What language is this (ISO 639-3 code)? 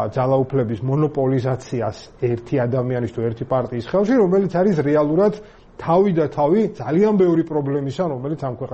kat